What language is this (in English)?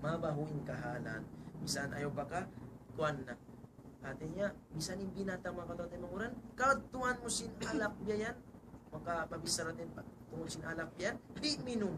Tausug